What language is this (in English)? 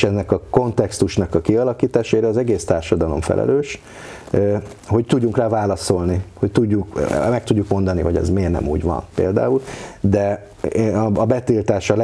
Hungarian